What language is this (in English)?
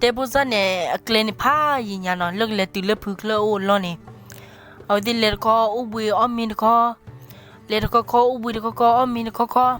S'gaw Karen